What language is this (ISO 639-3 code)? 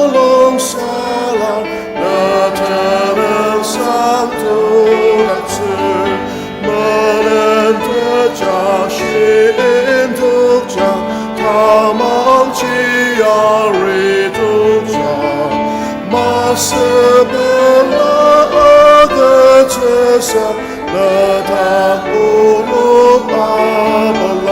njo